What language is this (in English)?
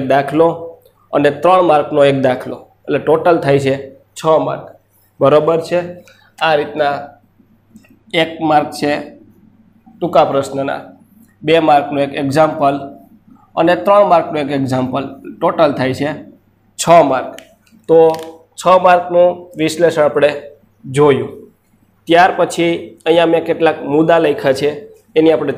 Gujarati